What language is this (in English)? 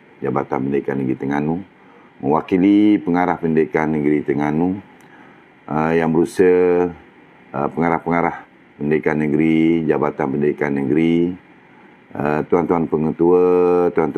Malay